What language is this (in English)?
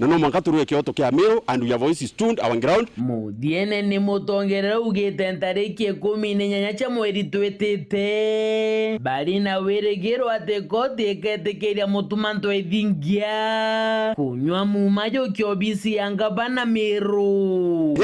Meru